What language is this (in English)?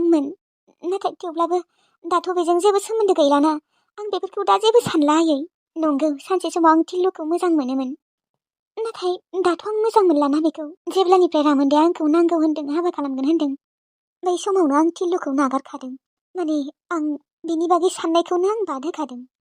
Bodo